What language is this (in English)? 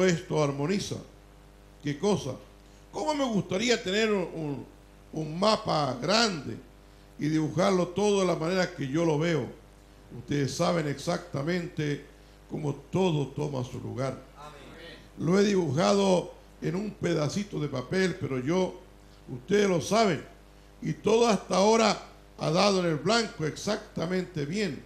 Spanish